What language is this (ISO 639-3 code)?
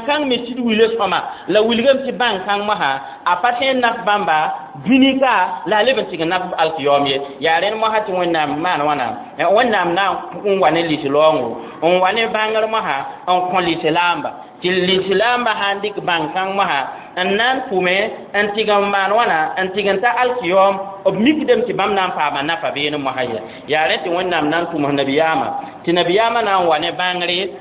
mos